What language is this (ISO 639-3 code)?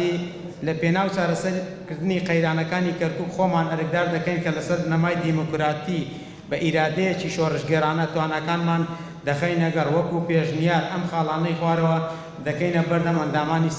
ckb